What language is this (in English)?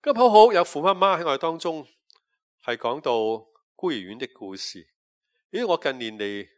Cantonese